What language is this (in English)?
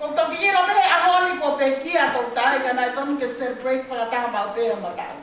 Tongan